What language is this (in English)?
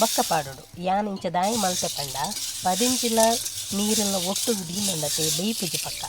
Tulu